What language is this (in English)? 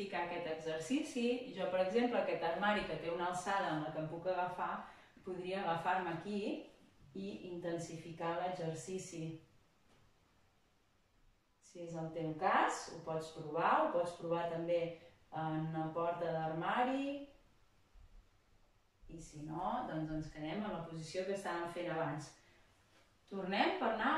Catalan